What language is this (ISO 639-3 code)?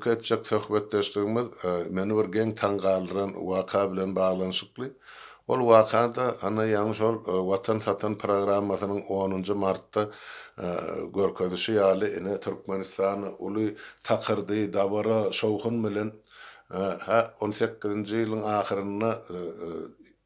tuk